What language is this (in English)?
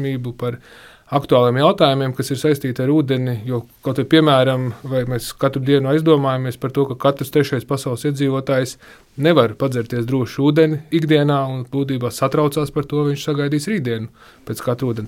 Latvian